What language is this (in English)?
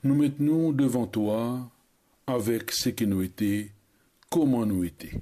Morisyen